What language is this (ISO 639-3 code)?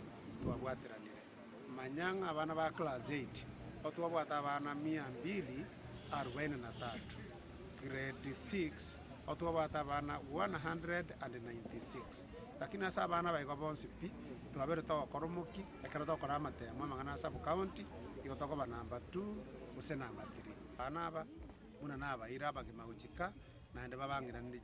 guz